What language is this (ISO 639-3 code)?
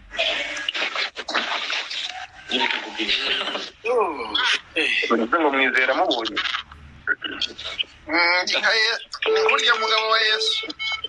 kin